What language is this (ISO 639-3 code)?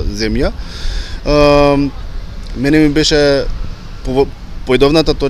mkd